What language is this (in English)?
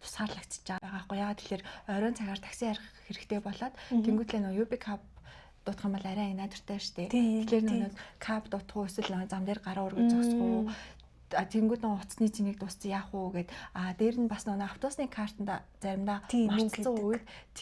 Mongolian